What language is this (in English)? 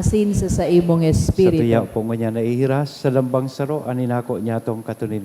Bikol